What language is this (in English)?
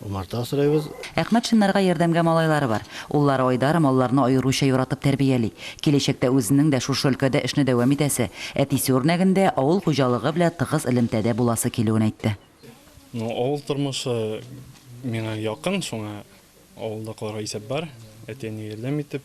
Tatar